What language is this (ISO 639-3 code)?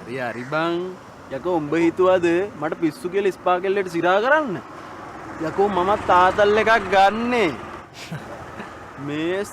sin